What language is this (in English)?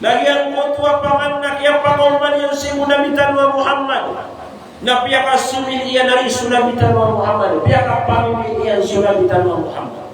Maranao